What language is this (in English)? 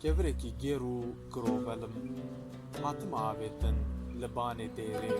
Kurdish